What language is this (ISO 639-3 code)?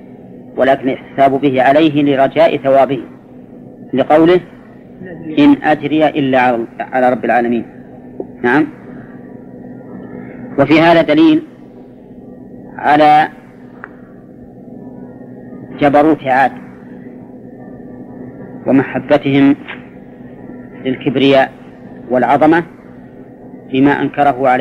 ara